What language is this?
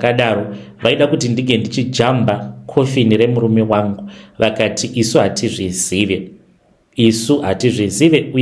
Shona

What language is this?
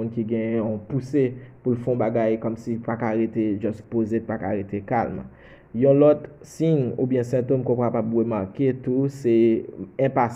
Haitian Creole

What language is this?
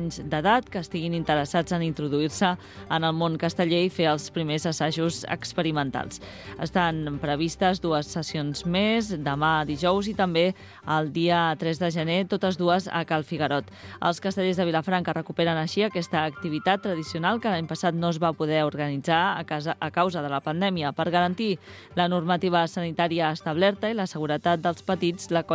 Catalan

